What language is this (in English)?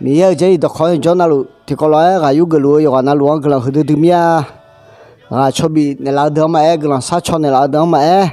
Akha